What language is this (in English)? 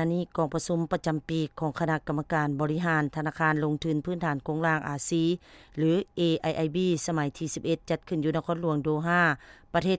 Lao